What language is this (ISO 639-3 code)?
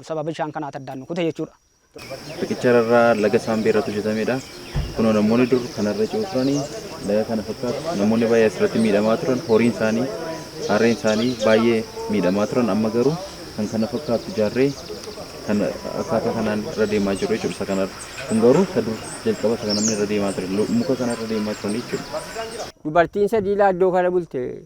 orm